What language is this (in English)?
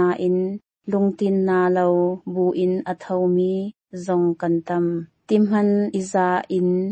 Hakha Chin